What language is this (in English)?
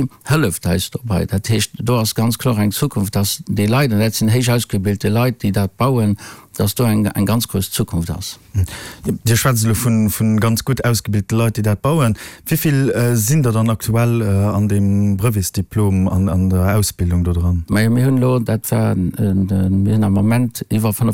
Luxembourgish